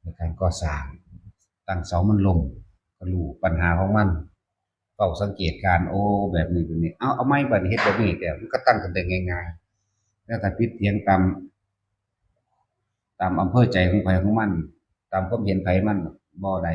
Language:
Lao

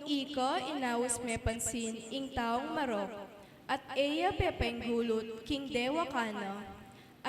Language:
Pampanga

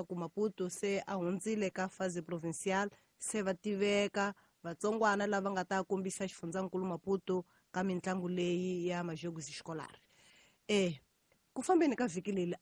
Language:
Tsonga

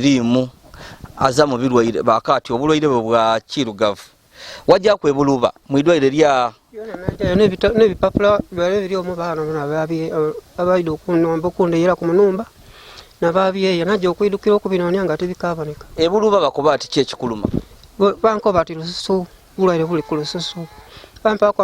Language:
Ganda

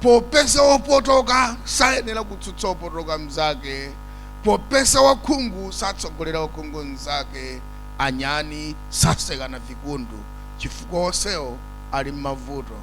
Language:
Nyanja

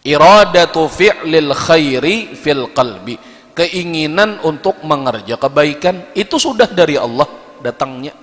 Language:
Banjar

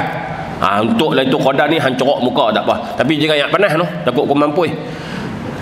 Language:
Malay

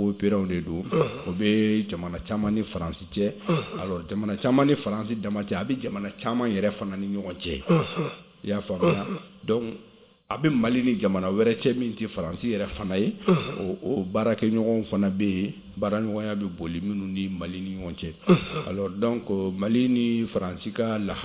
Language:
Bambara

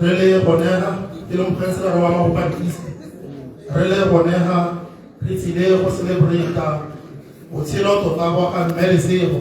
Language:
Tswana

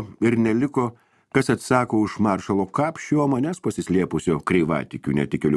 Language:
Lithuanian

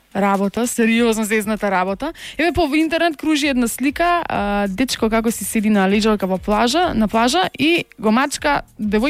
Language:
Macedonian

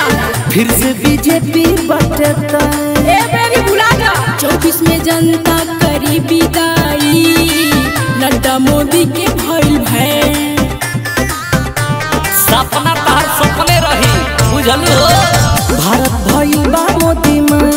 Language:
Bhojpuri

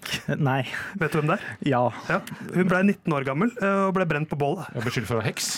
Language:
Norwegian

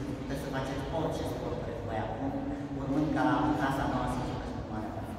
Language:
Romanian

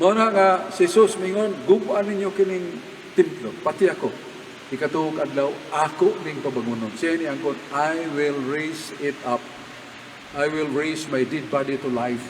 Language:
Cebuano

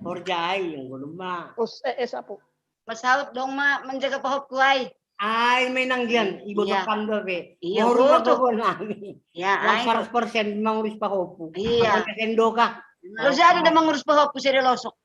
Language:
Batak Simalungun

